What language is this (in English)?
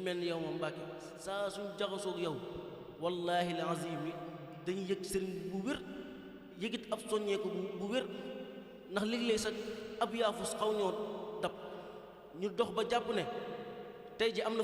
Wolof